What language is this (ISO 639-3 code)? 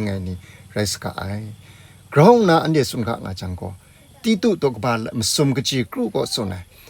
kac